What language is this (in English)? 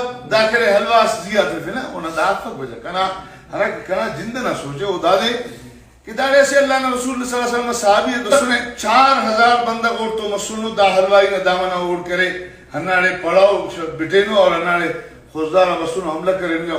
Brahui